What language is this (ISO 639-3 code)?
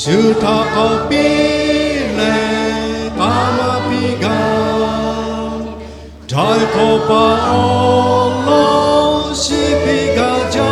lhu